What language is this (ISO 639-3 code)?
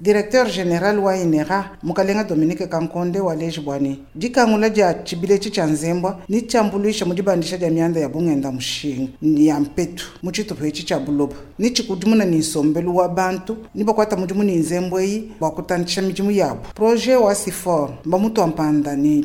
lua